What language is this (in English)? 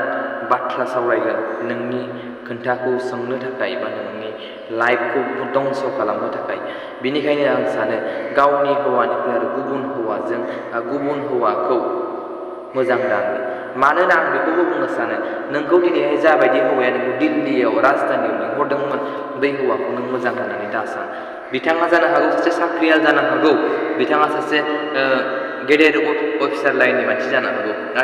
Bodo